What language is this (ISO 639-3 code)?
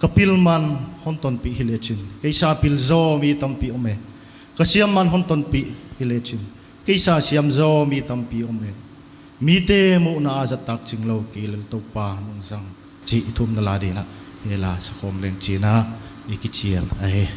pck